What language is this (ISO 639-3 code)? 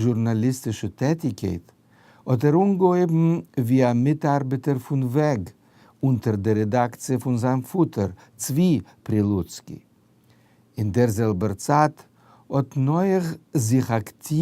yid